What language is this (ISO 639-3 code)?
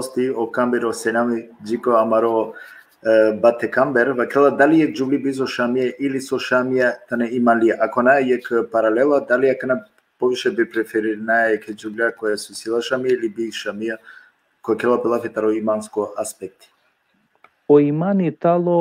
rmn